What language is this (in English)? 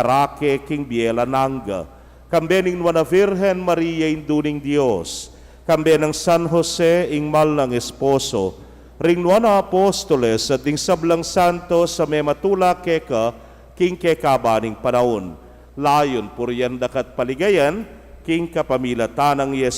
Pampanga